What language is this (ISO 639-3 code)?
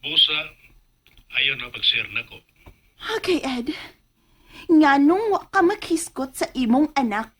ceb